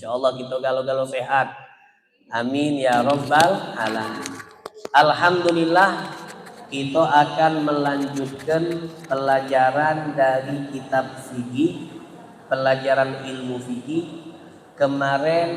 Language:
Musi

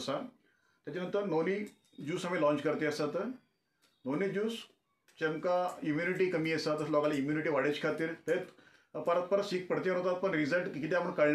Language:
Konkani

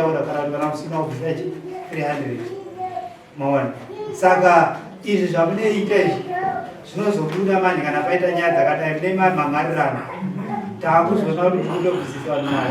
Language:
Shona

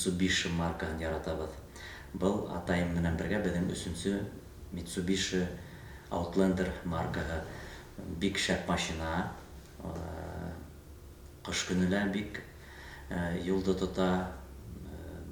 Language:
Bashkir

